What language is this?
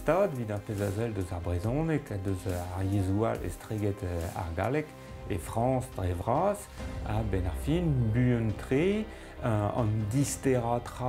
Breton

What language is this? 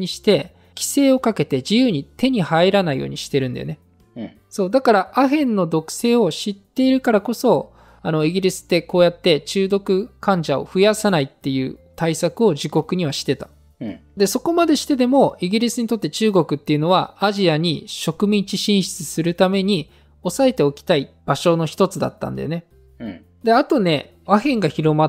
Japanese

